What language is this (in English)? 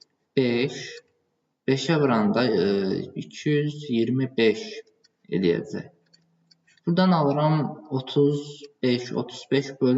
Azerbaijani